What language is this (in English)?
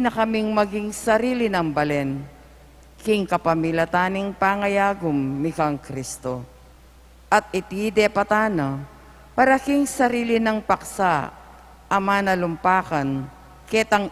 Pampanga